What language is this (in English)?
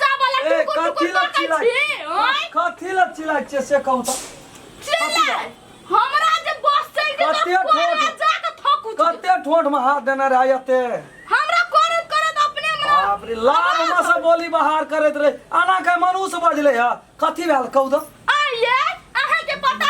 Maithili